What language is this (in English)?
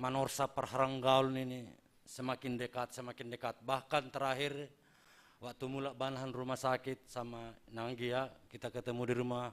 Batak Simalungun